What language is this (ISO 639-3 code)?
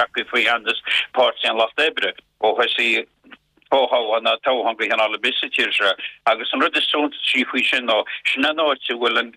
gle